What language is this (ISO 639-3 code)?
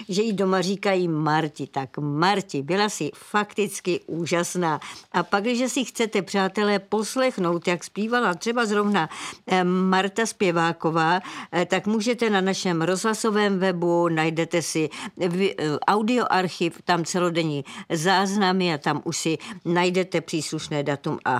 ces